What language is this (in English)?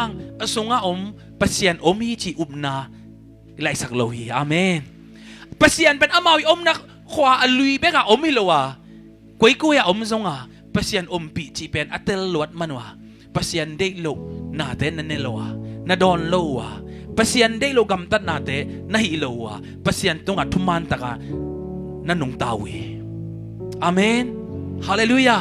Tedim Chin